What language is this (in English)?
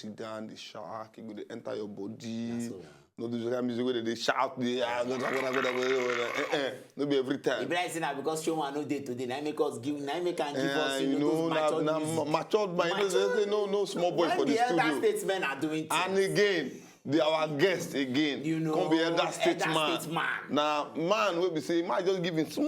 Nigerian Pidgin